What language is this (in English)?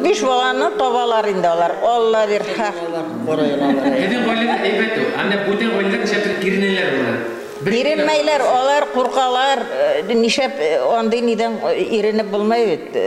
Bashkir